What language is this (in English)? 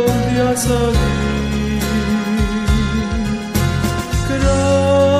Slovak